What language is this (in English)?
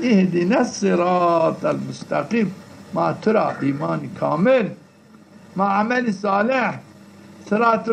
Zaza